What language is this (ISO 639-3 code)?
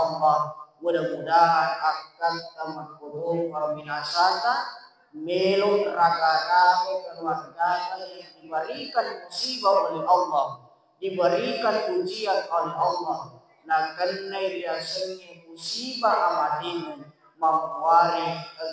bug